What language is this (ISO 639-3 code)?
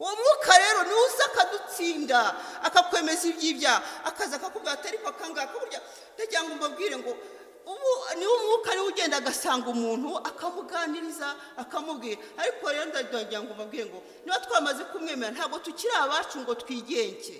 kin